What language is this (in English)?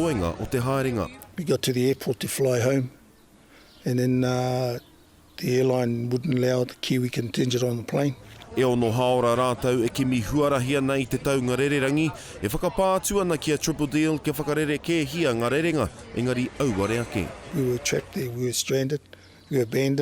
Māori